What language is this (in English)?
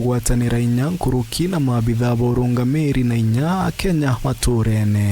Meru